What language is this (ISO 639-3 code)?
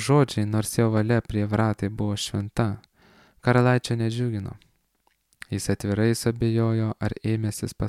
lit